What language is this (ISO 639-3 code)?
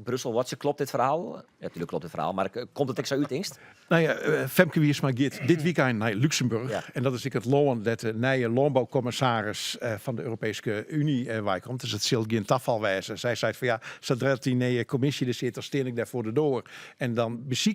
fry